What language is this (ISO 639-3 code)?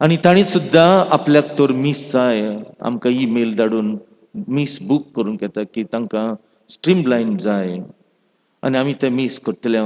kok